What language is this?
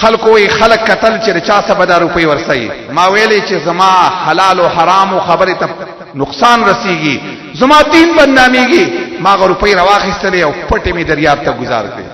Pashto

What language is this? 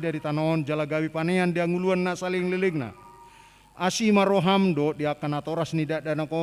Batak Toba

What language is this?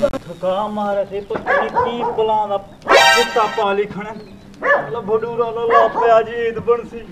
Saraiki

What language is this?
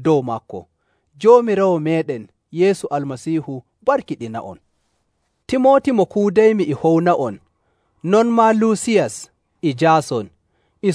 Nigerian Fulfulde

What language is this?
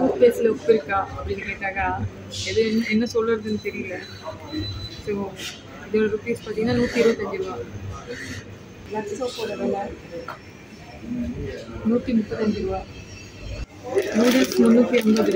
Tamil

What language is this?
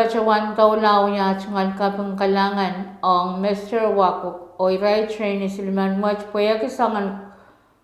Pohnpeian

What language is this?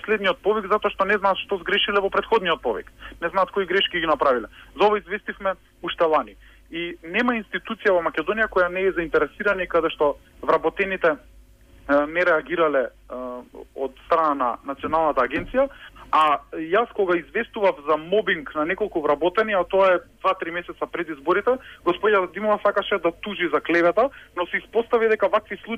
Macedonian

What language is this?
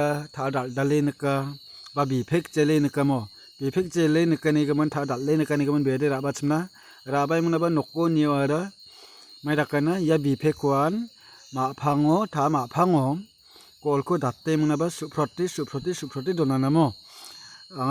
Garo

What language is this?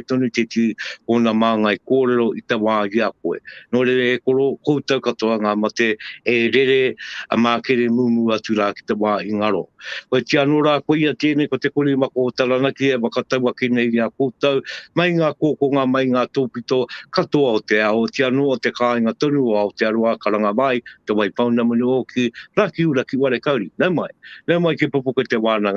Māori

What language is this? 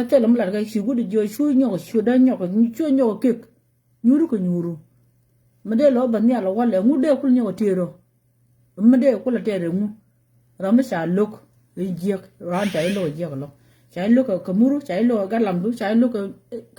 Nuer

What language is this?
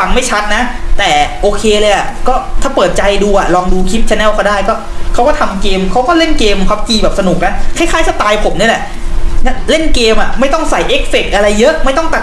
Thai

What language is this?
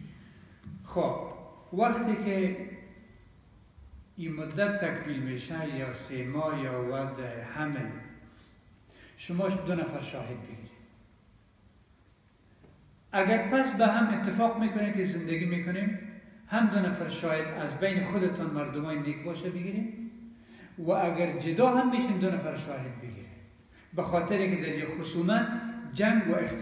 Persian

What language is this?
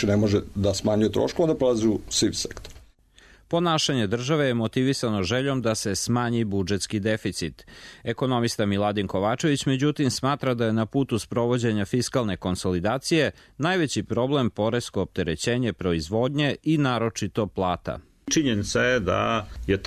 Serbian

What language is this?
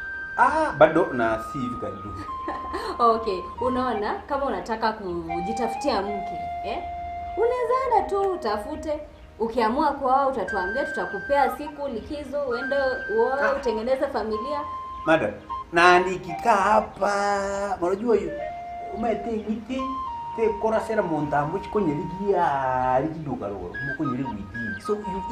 Gusii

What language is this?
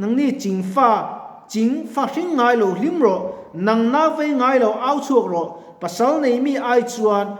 Mizo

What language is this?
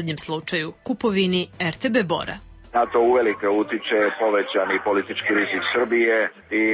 Serbian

